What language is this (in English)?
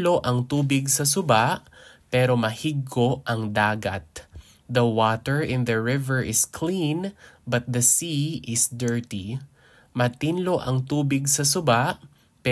Hiligaynon